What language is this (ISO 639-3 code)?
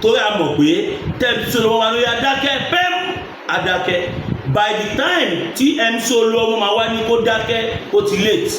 yor